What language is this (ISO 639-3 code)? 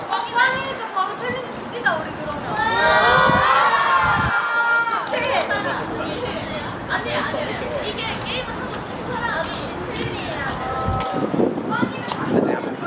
kor